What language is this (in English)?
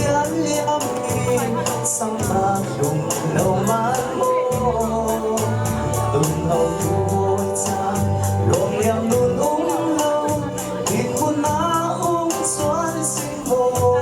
Falam Chin